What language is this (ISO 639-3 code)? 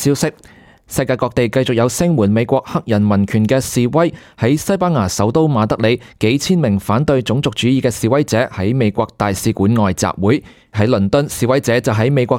yue